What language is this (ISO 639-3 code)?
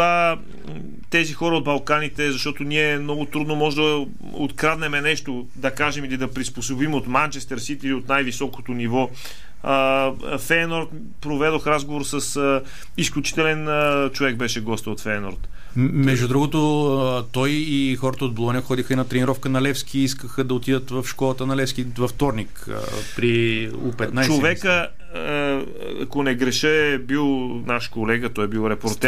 bul